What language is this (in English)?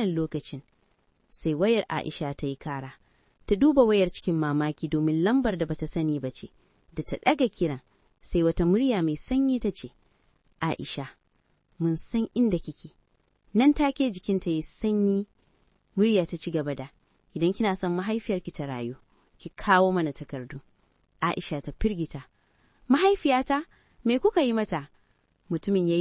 Hausa